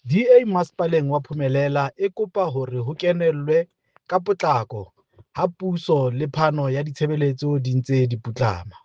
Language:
Southern Sotho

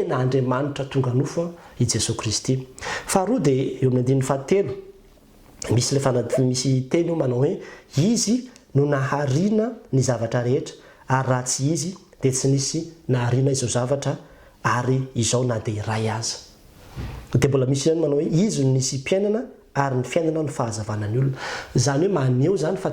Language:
Malagasy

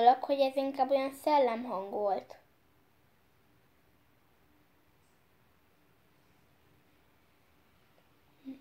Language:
Hungarian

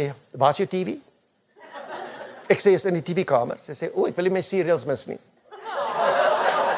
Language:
Afrikaans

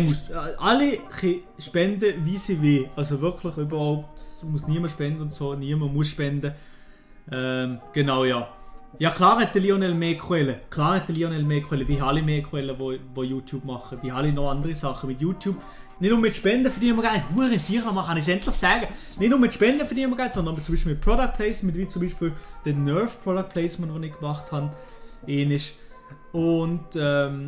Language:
Swiss German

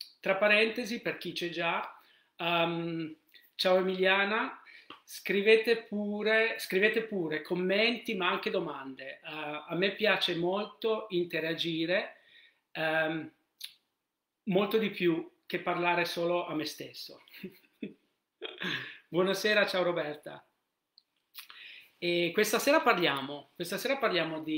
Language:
Italian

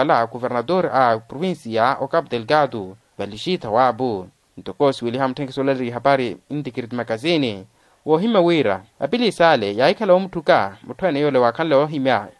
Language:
Makhuwa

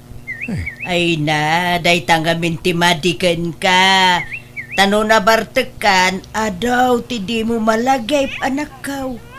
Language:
Iloko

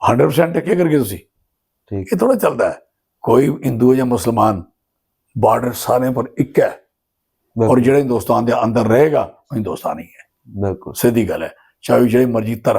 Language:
Dogri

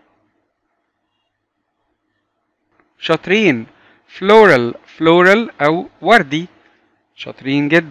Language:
Egyptian Arabic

